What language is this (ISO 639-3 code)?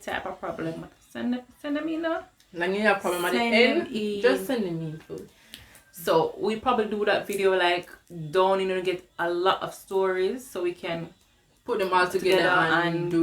jam